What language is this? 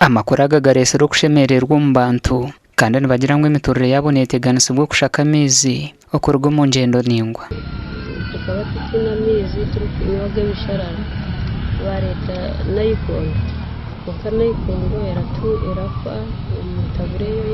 Nyankole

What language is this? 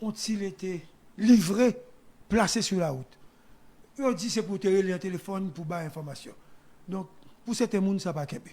Haitian Creole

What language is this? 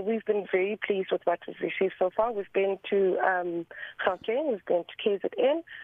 English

